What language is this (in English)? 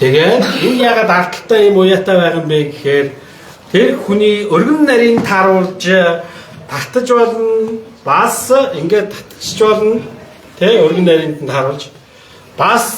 Mongolian